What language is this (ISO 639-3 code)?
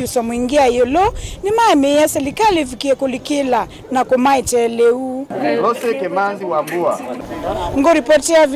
kam